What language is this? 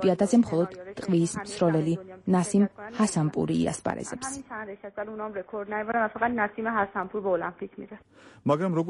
Georgian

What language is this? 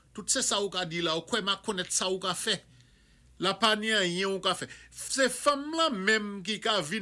Saint Lucian Creole French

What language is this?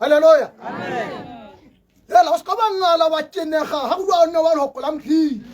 Tswana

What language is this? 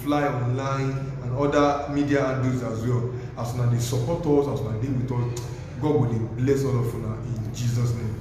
Nigerian Pidgin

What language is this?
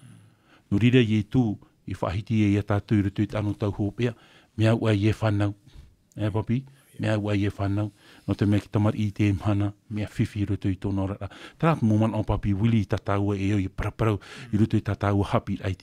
Tahitian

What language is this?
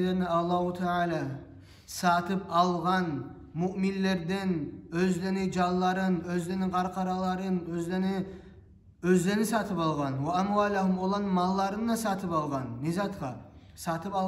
Kumyk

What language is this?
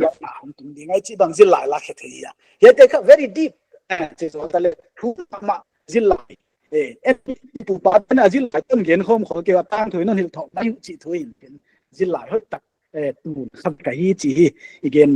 Paite Chin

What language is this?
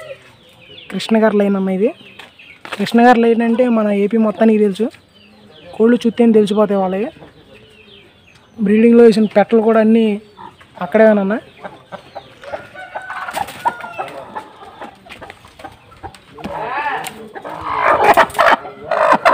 Telugu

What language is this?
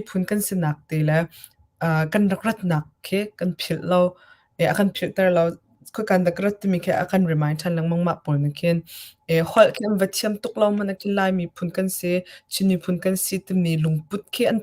Hakha Chin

